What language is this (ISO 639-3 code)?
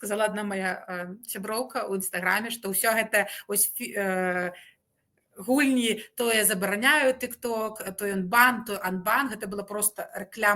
bel